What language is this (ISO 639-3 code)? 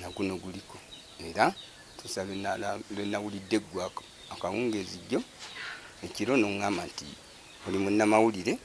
lug